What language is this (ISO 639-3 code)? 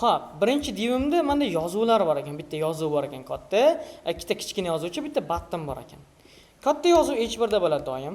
uzb